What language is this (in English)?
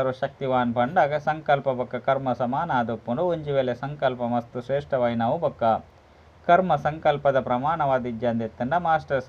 Tulu